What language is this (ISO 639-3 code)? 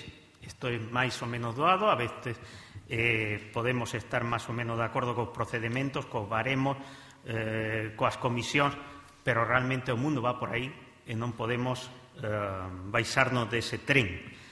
glg